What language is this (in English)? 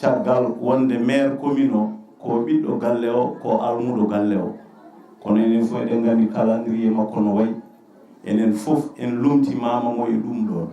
Fula